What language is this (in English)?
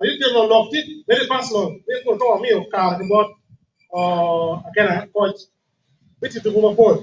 Acoli